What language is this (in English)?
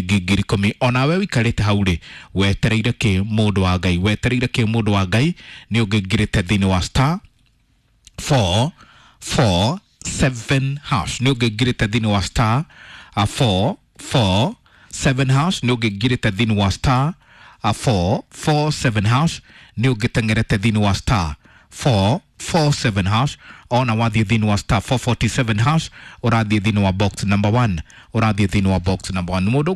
Kikuyu